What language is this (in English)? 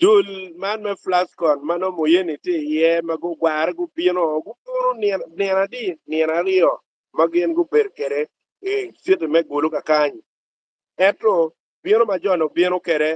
Acoli